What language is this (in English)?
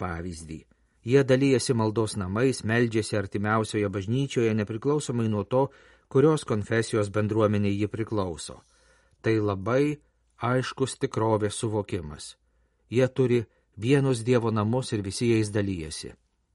Lithuanian